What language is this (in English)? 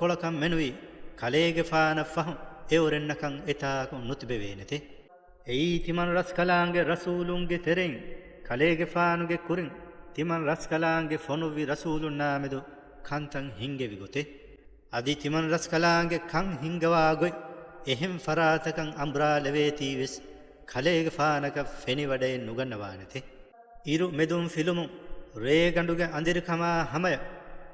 Divehi